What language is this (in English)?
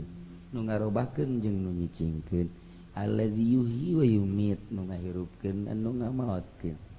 Sundanese